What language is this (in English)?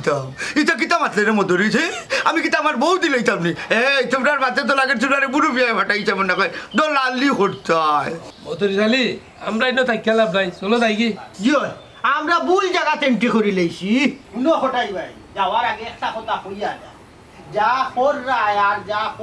Sylheti